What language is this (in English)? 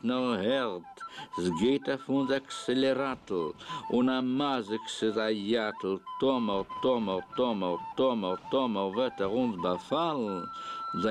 Yiddish